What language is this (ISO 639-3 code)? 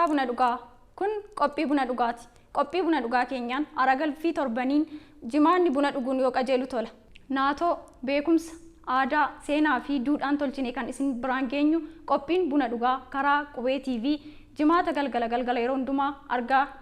orm